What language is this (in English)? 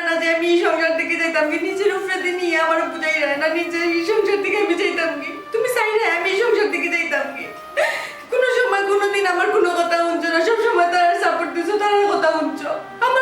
Sylheti